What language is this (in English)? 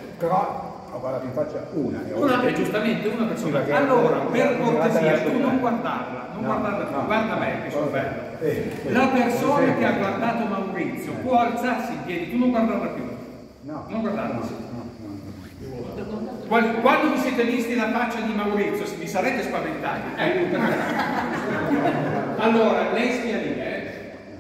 Italian